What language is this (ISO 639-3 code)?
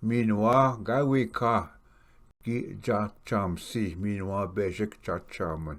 oji